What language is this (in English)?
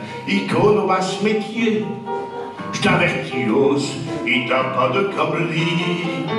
Picard